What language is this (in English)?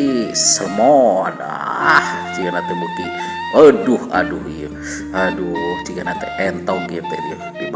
Sundanese